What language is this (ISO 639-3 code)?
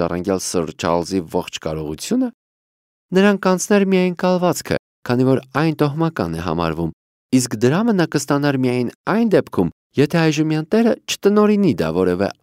hye